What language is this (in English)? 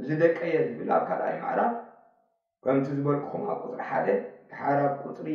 Tigrinya